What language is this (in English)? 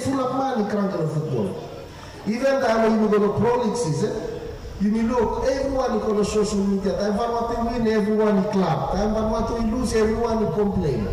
Bislama